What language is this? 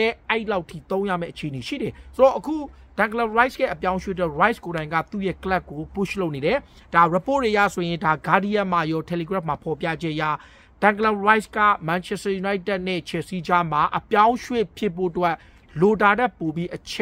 Burmese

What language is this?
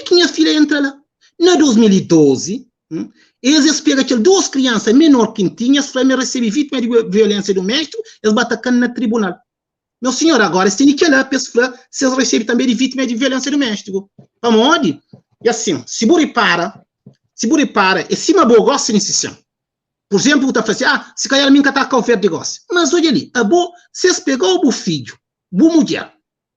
Kabuverdianu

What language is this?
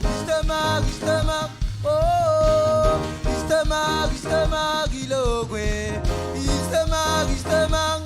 Marshallese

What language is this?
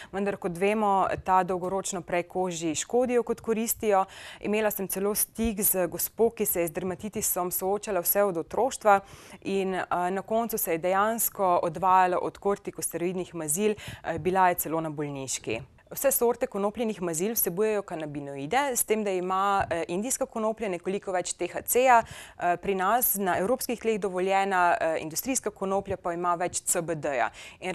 Slovenian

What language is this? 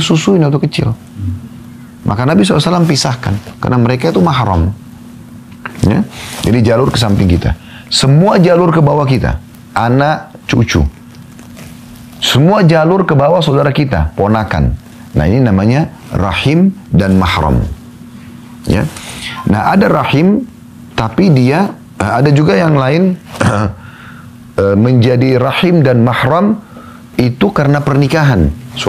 Indonesian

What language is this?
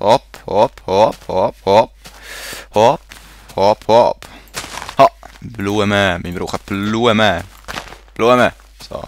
Swiss German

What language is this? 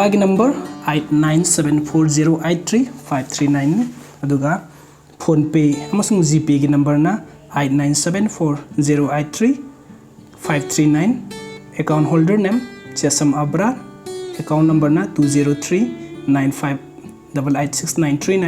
Manipuri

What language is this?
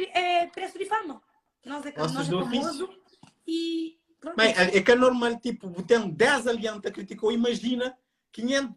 Kabuverdianu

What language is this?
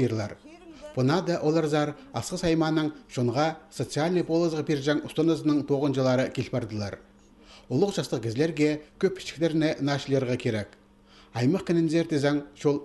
Khakas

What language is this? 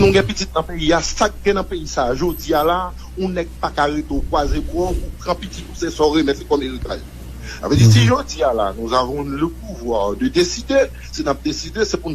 Haitian Creole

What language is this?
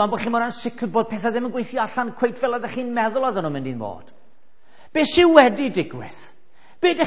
Welsh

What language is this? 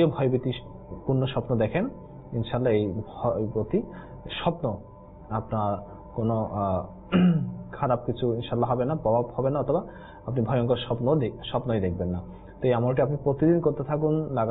Bangla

